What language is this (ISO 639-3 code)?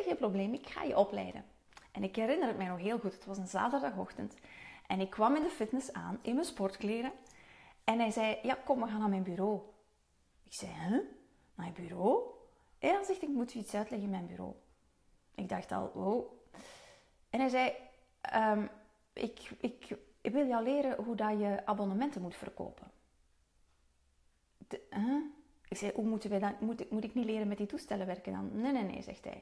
nld